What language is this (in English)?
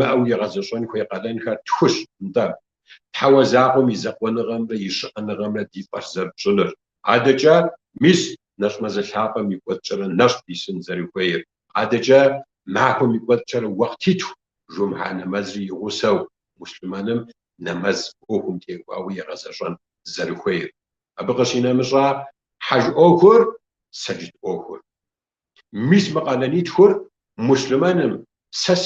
Kabardian